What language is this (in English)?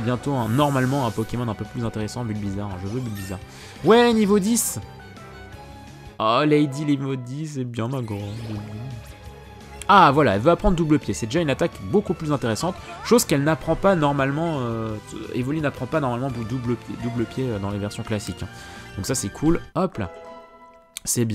French